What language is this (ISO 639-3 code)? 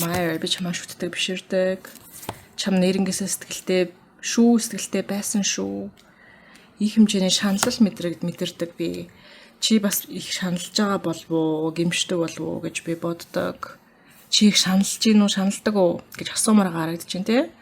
mon